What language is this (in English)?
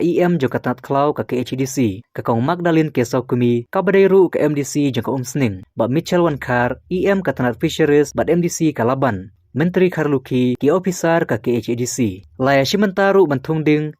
Khasi